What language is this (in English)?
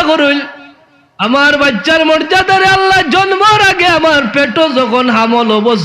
Sylheti